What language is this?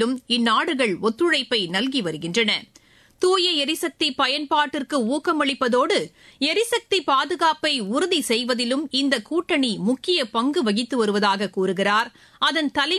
Tamil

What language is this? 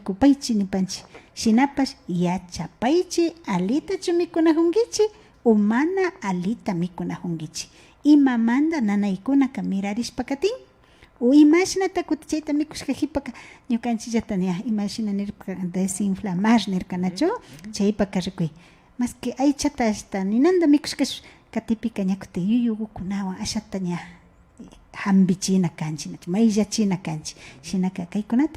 Imbabura Highland Quichua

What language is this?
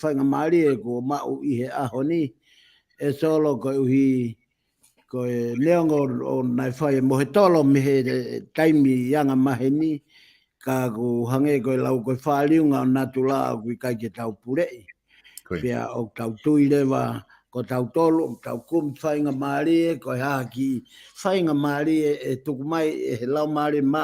Tongan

